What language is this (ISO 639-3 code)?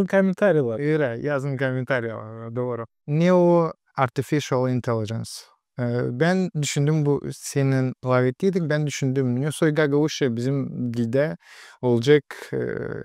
gag